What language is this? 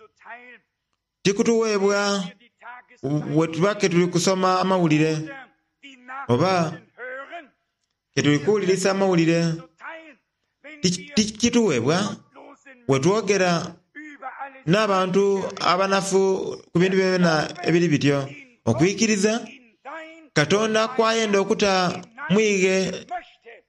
Soga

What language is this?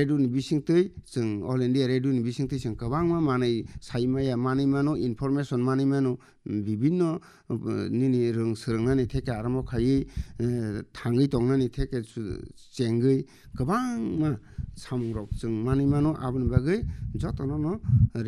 Kok Borok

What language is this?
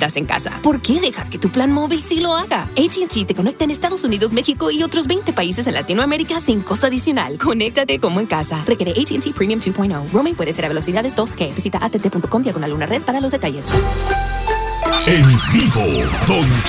Spanish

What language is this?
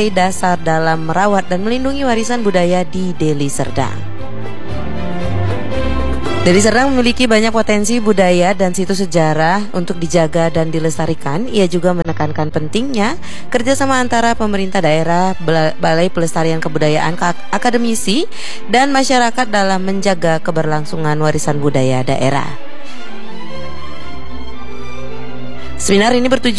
Indonesian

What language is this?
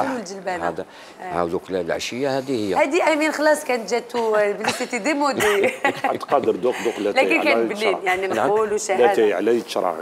Algerian Arabic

